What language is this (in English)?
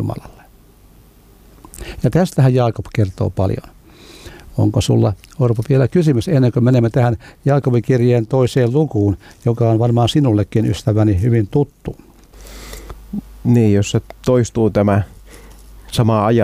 Finnish